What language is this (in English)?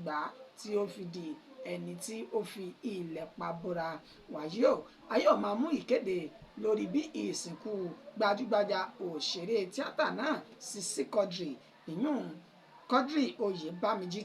Yoruba